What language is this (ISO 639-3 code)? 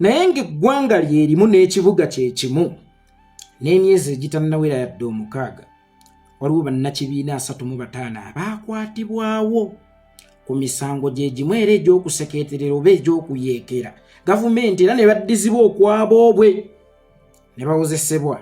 lug